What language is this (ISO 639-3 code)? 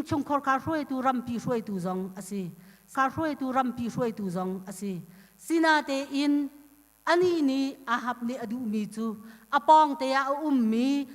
cnh